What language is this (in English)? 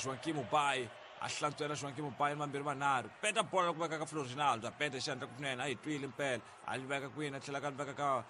Tsonga